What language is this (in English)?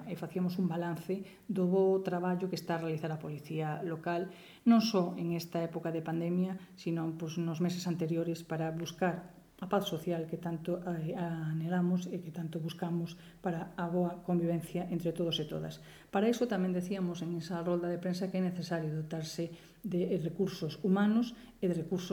Galician